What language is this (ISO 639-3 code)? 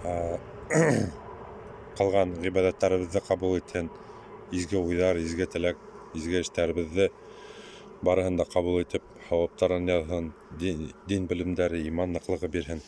bak